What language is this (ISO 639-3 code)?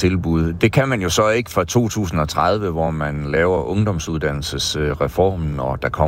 dan